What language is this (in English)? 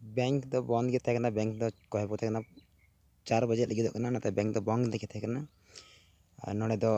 Santali